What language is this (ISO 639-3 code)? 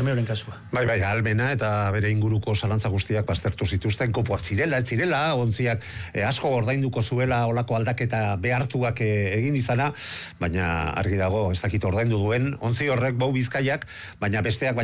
eus